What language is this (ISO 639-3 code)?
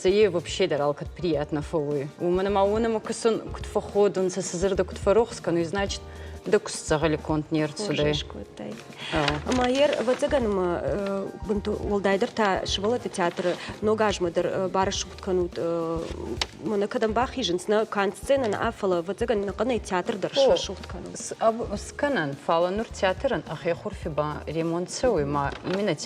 oss